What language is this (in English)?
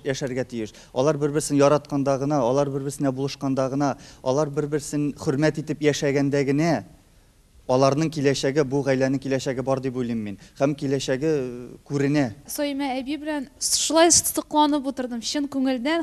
Tatar